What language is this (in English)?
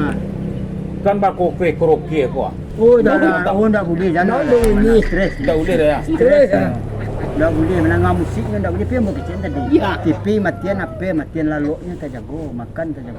Minangkabau